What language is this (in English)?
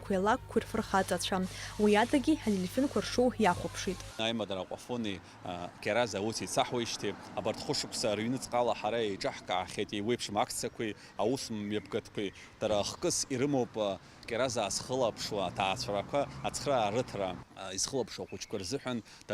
Abkhazian